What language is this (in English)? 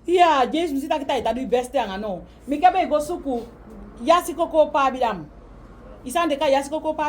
Saramaccan